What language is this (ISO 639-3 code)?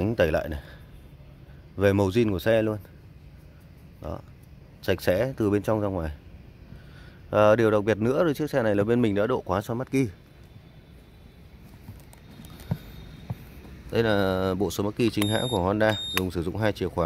vie